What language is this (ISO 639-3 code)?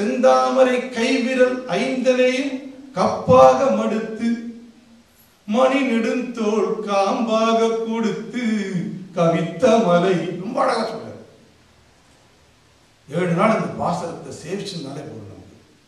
tam